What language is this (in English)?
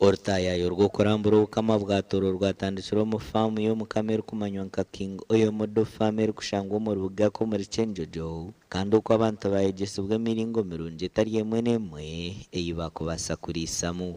Nyankole